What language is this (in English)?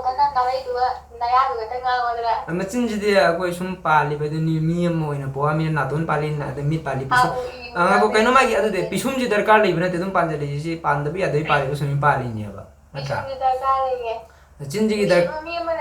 Manipuri